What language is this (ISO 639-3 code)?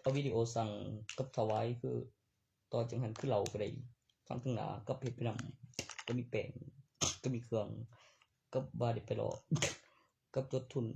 tts